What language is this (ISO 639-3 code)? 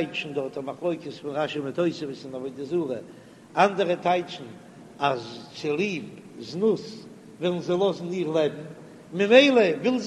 yid